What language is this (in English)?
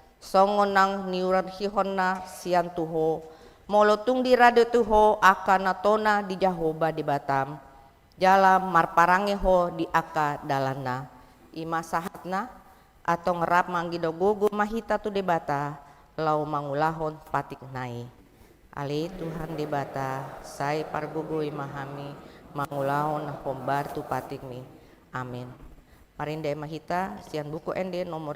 Batak Toba